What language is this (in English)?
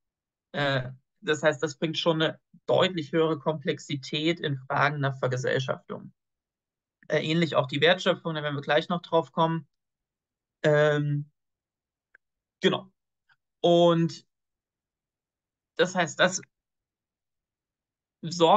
German